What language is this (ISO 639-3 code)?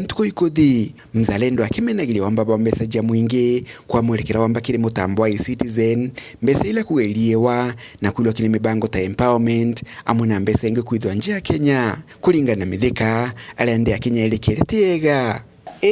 mer